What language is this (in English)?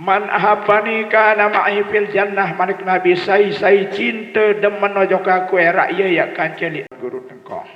Sasak